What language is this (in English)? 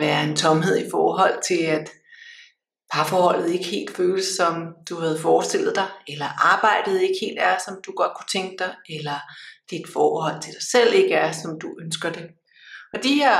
Danish